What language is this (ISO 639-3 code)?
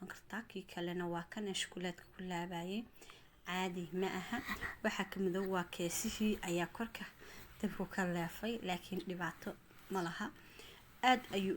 som